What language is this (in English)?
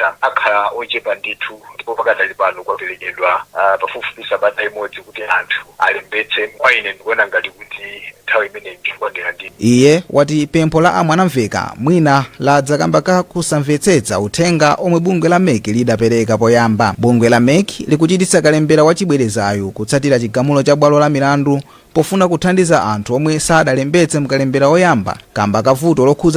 Nyanja